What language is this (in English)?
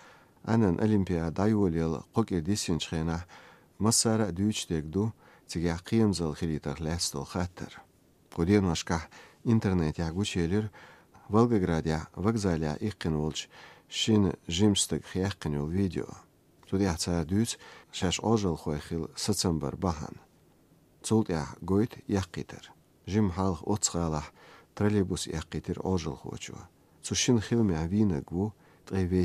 Chechen